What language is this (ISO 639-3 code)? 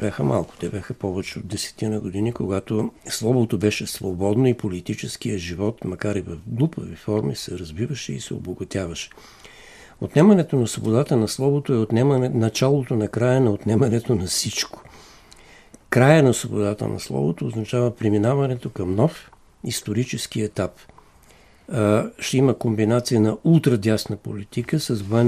bul